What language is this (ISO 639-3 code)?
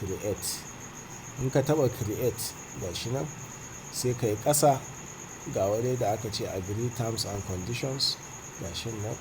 hau